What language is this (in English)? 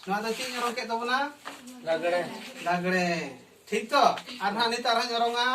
Santali